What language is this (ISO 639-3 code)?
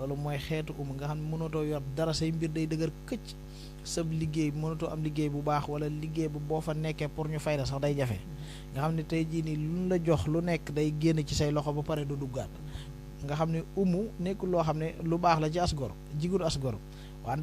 wol